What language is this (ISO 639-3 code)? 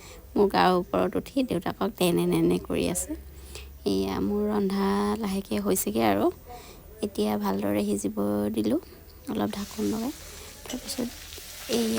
asm